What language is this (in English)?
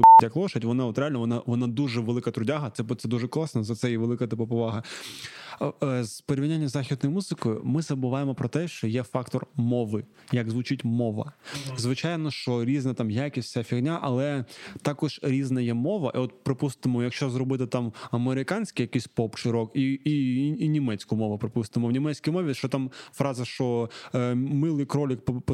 Ukrainian